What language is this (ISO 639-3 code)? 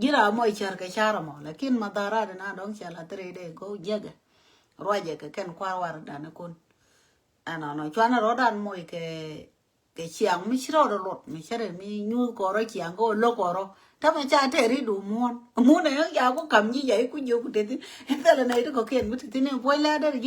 nus